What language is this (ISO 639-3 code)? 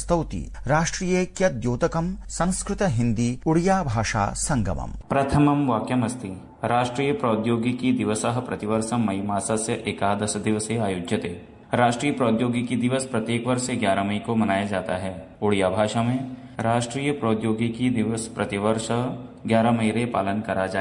san